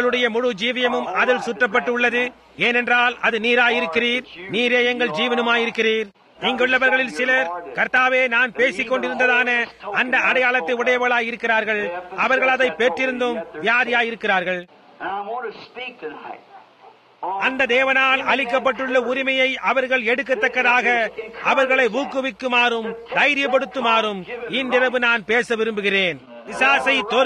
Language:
Tamil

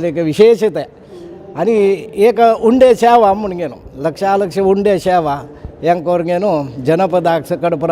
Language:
Konkani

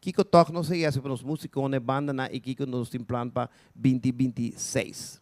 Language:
Papiamento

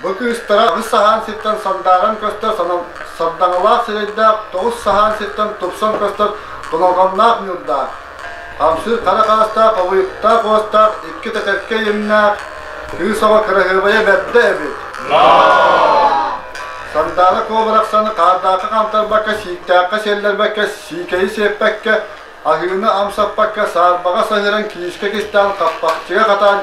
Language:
Yakut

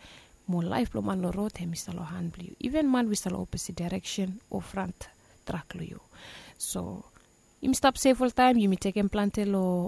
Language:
Bislama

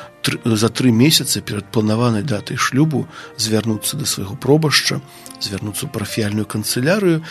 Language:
Belarusian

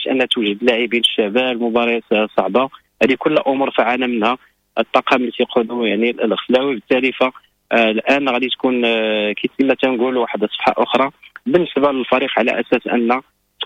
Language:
Moroccan Arabic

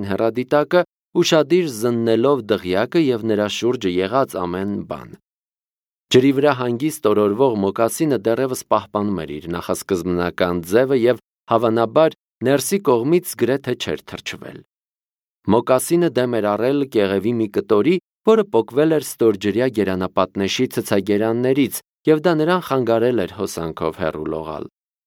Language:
Armenian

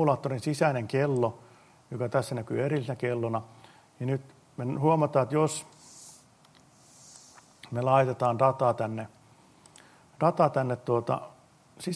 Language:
Finnish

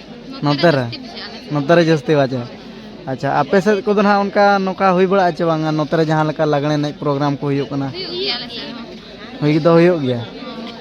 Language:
Santali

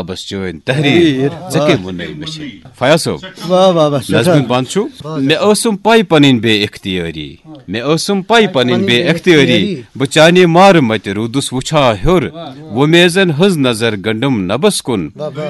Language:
Kashmiri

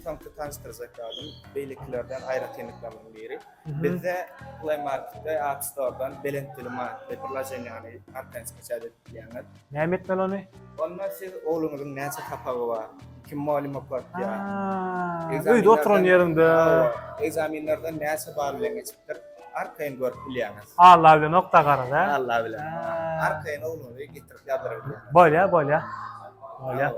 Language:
Turkmen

